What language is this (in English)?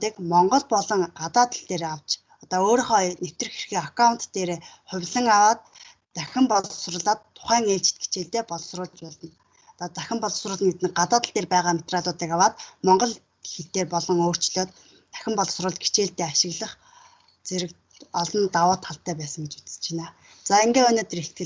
Mongolian